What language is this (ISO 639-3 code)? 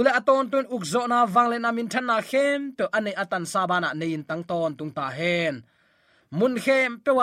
ctd